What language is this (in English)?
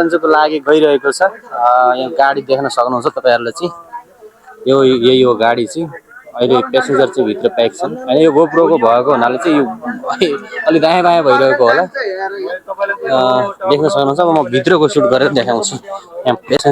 Nepali